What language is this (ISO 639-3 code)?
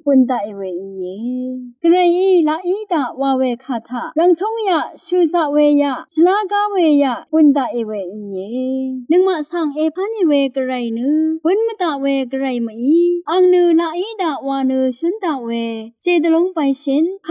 raw